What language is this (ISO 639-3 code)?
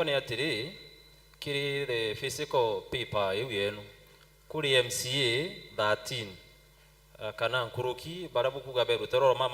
mer